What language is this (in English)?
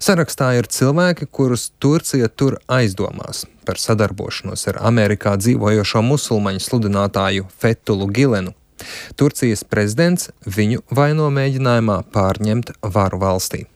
Latvian